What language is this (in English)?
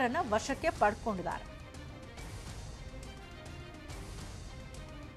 Kannada